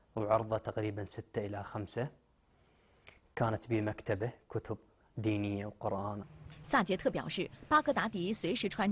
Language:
Chinese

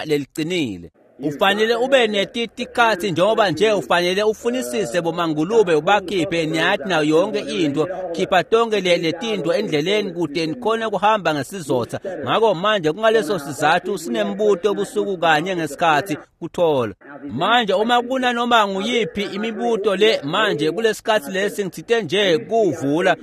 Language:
Swati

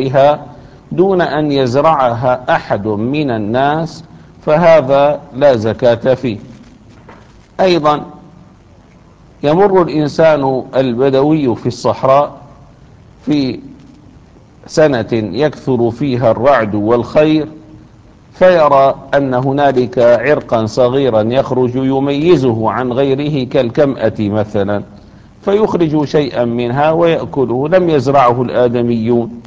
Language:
Arabic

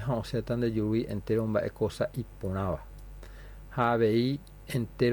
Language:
Guarani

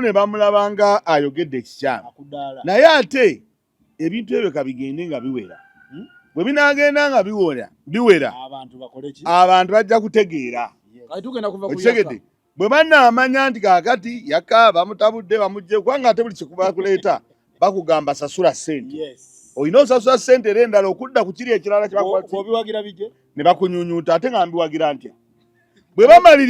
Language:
Ganda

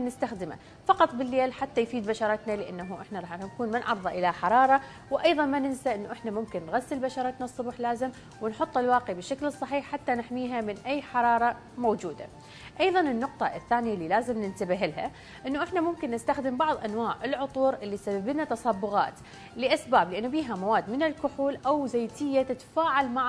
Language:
Mesopotamian Arabic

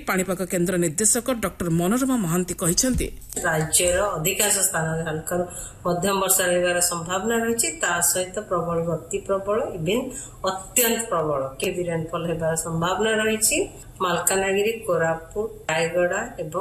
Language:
Odia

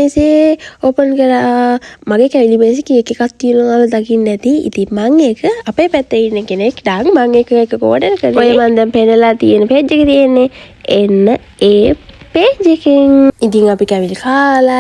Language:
Sinhala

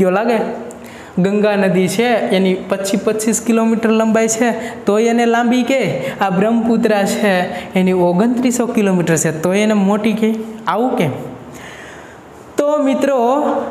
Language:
Gujarati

